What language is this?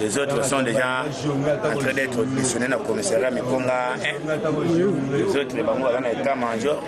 Lingala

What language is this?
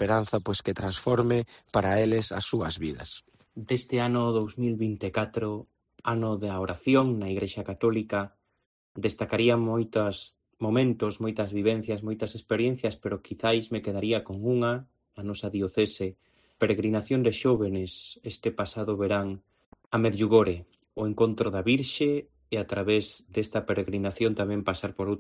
Galician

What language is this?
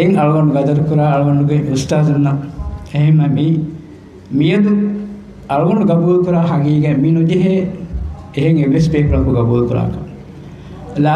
Divehi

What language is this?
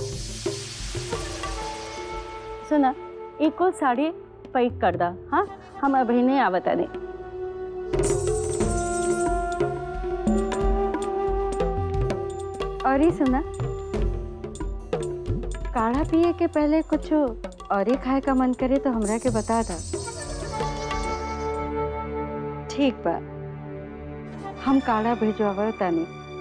Bhojpuri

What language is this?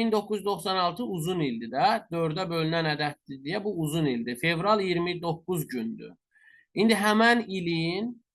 Azerbaijani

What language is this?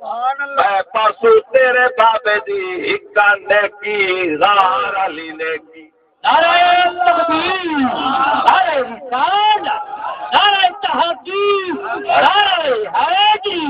Saraiki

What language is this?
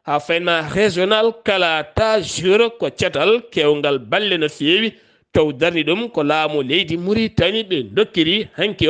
Fula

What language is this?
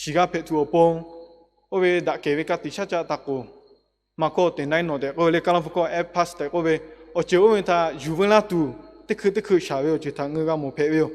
Lahu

